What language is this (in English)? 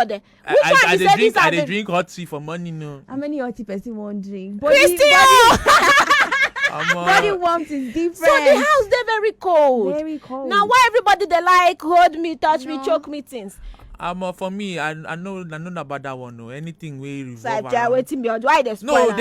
Nigerian Pidgin